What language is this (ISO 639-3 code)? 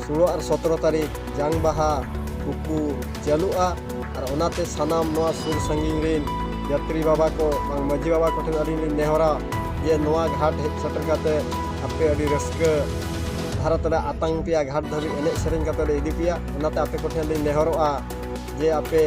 sat